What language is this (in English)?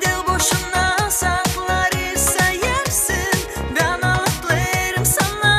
Gagauz